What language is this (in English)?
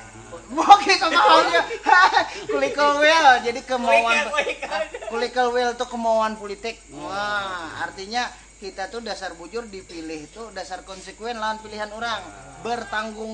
Banjar